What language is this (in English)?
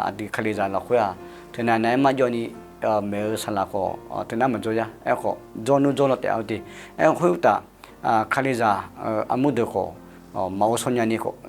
Akha